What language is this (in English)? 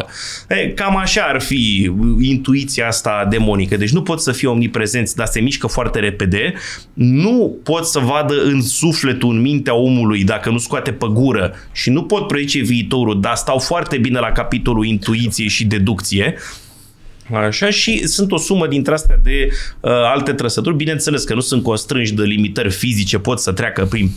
Romanian